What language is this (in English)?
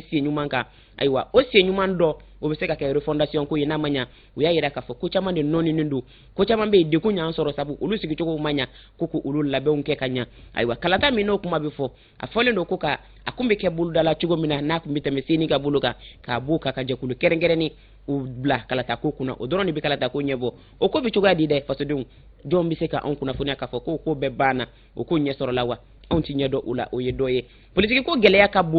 Bambara